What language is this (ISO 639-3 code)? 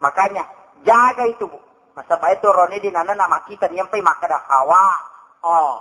bug